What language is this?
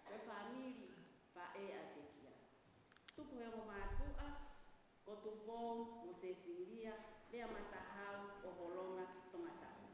Tongan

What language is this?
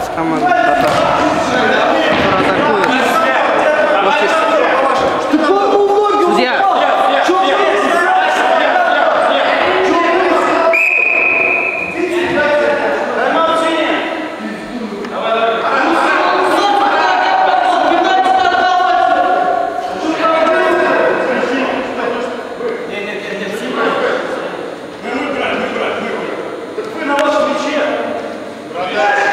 Russian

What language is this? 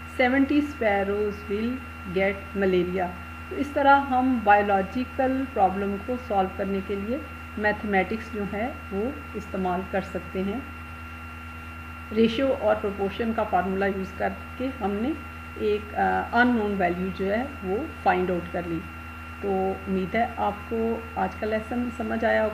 Urdu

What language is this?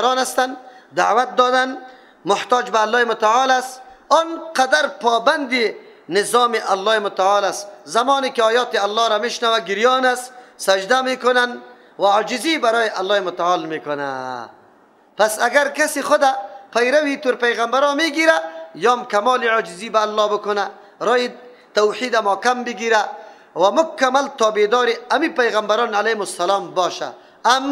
Persian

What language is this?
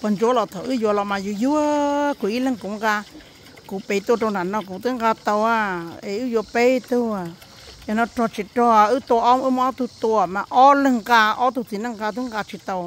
Hmong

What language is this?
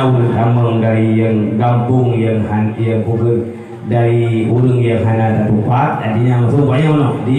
Achinese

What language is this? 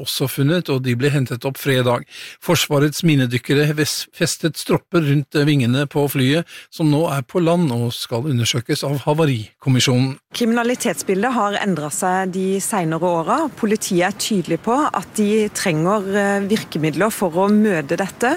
Norwegian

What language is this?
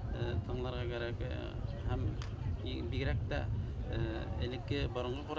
Bashkir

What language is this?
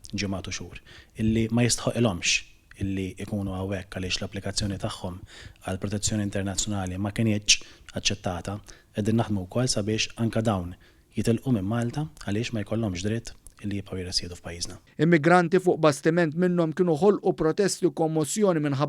Maltese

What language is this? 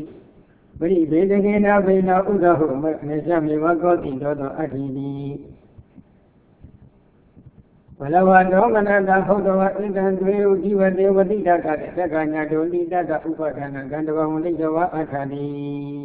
Burmese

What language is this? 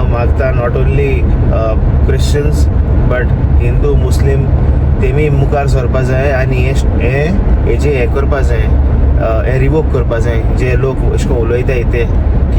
Konkani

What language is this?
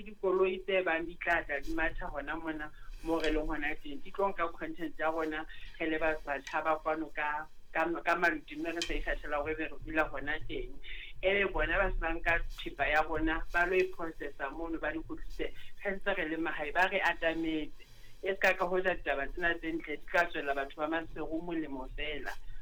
Southern Sotho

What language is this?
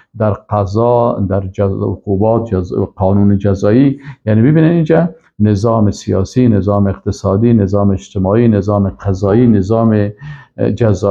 Persian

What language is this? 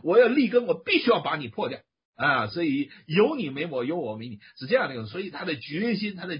Chinese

